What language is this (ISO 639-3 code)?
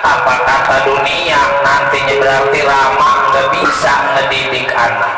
bew